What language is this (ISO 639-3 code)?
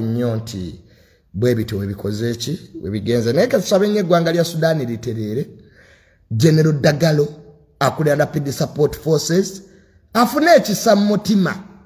lug